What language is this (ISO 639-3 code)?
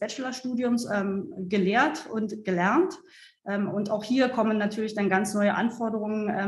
deu